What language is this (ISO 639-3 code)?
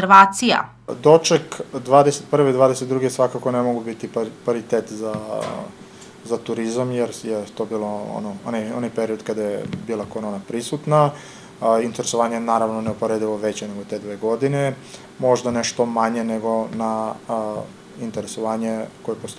srp